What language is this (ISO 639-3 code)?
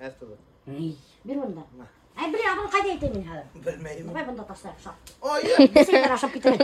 bak